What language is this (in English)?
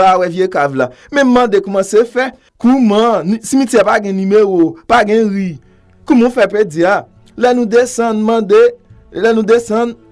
Haitian Creole